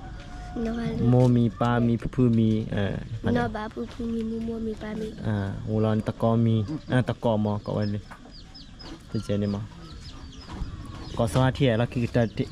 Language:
S'gaw Karen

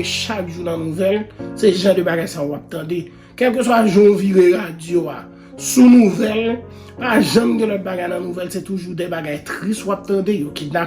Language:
Haitian Creole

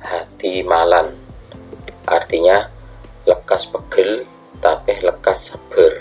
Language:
Madurese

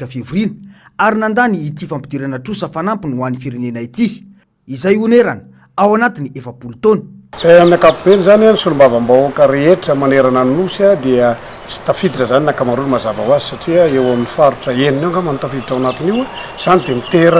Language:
Malagasy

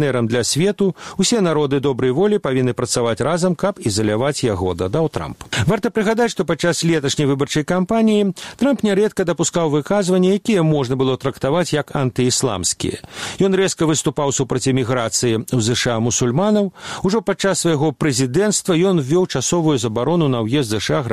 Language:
Belarusian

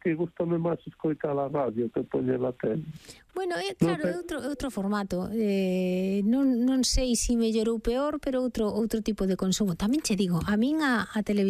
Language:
Galician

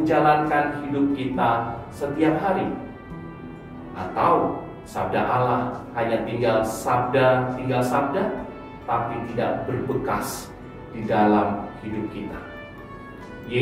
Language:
Indonesian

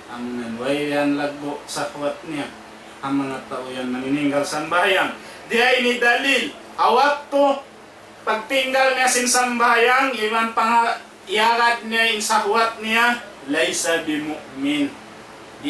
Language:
Tausug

